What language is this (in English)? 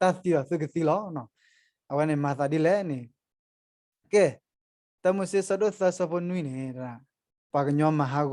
S'gaw Karen